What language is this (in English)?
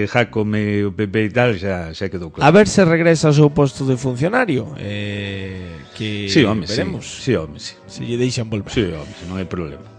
Galician